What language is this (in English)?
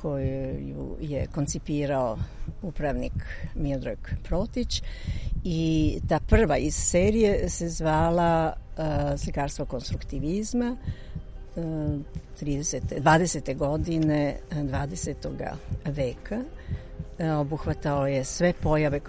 Serbian